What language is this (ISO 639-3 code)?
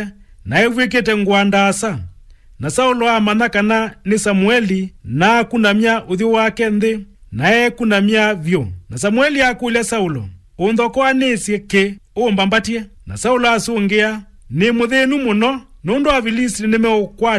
kam